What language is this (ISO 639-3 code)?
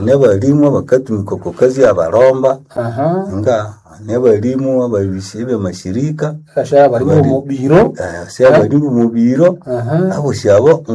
nnb